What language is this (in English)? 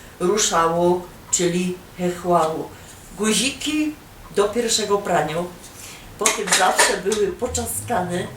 Silesian